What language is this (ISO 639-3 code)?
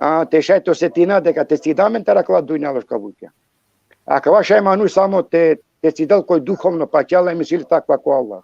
rmn